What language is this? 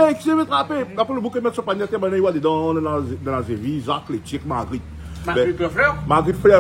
Réunion Creole French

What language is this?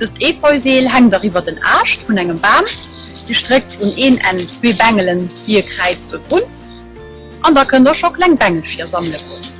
Luxembourgish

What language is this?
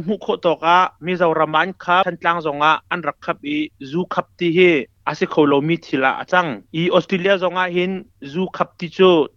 Hakha Chin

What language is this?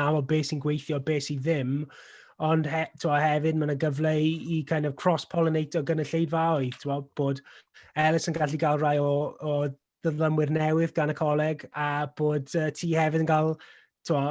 Welsh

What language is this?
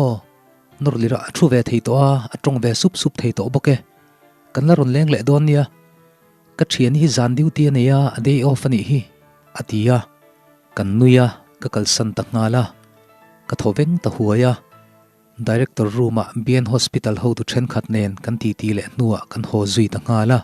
Mizo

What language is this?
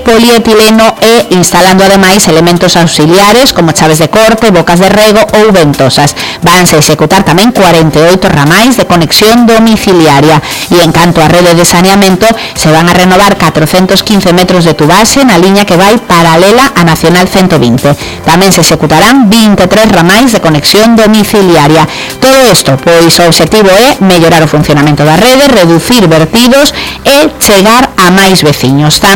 Galician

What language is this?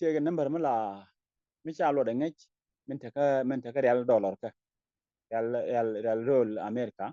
Nuer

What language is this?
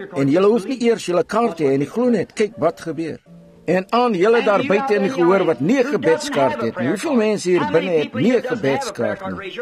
Afrikaans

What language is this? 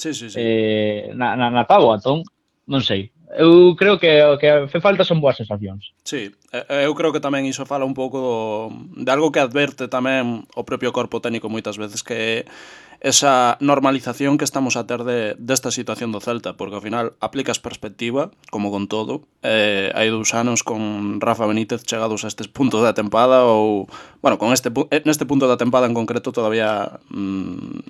Galician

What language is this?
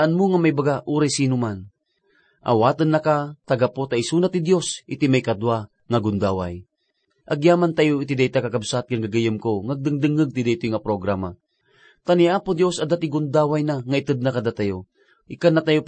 Iloko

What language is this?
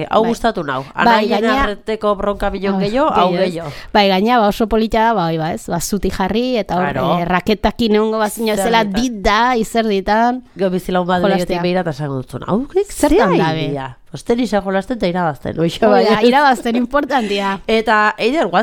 Basque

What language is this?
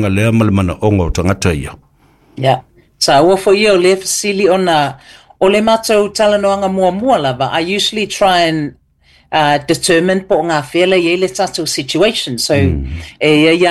Samoan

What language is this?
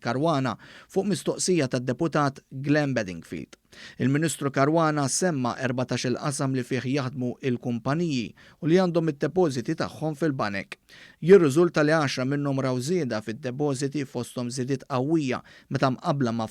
Maltese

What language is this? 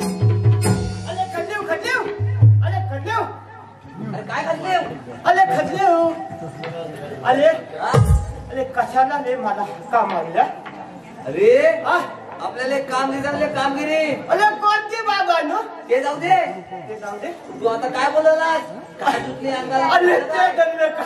Marathi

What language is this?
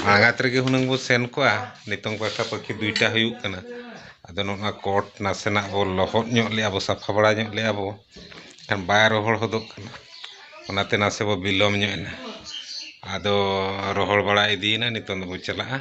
Santali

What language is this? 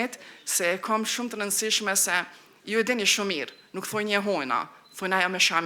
Albanian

